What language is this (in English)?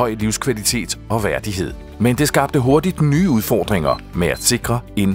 Danish